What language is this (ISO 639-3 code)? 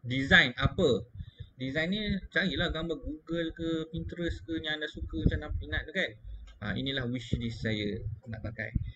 msa